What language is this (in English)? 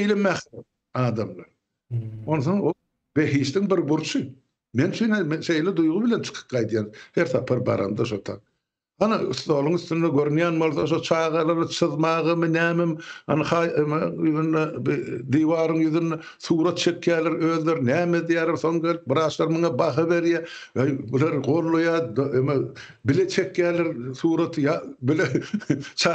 Turkmen